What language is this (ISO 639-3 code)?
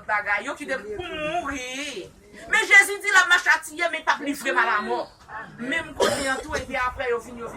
hat